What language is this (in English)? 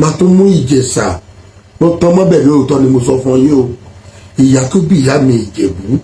Yoruba